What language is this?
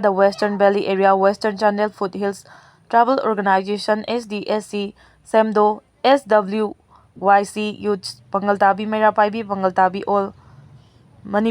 Manipuri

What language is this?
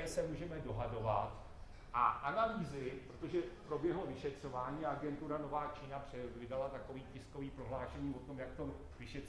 Czech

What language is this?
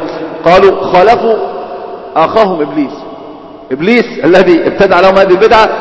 Arabic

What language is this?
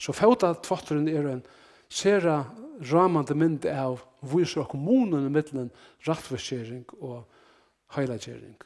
Faroese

